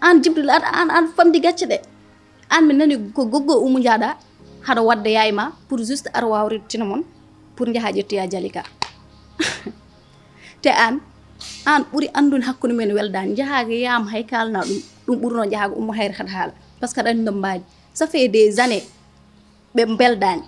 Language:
Fula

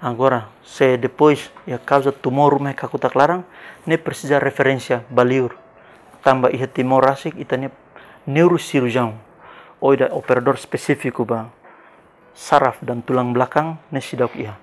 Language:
Tetum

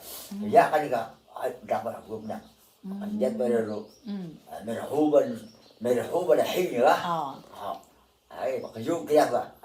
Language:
Atayal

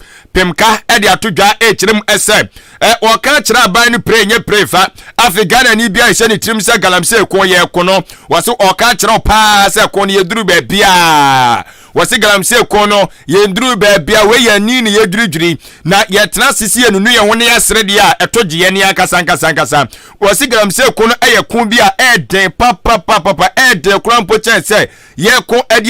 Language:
Akan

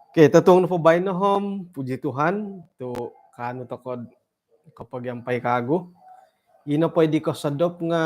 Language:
Central Dusun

